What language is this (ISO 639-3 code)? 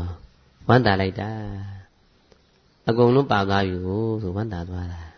mya